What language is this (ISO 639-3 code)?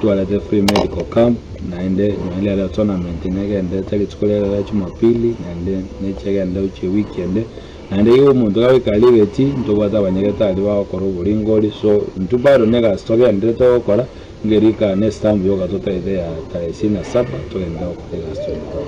guz